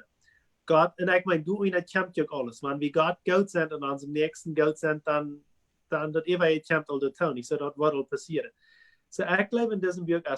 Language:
Plautdietsch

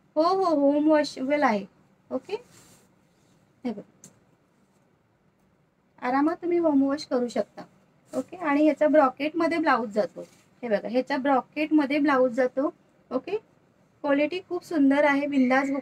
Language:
Marathi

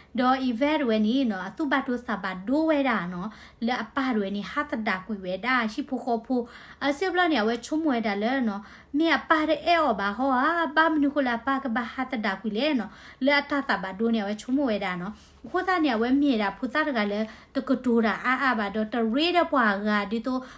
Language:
S'gaw Karen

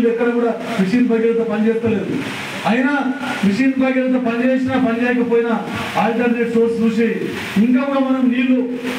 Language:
Telugu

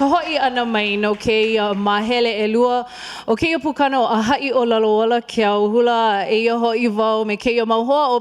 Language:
Hawaiian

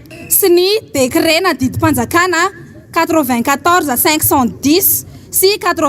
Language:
Malagasy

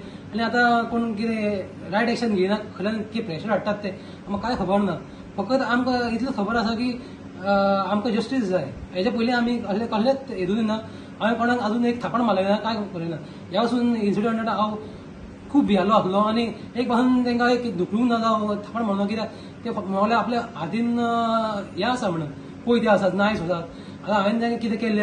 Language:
Konkani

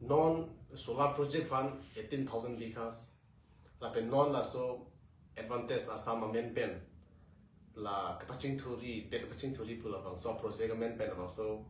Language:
Karbi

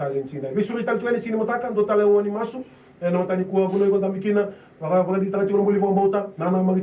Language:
Fijian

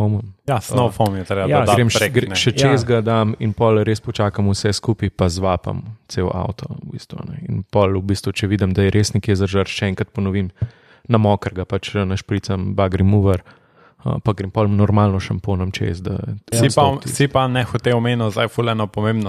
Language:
Slovenian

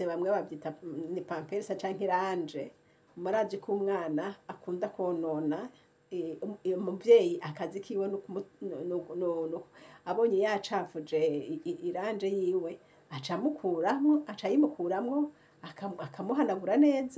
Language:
Rundi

